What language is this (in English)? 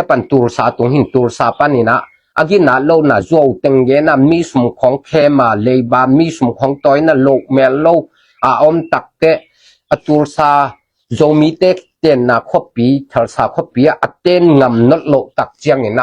Tedim Chin